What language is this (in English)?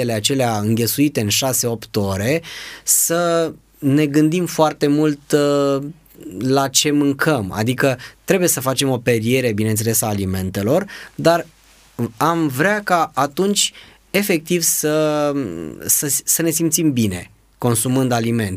Romanian